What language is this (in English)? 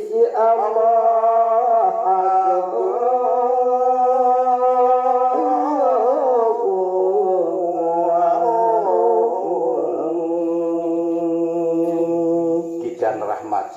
Sasak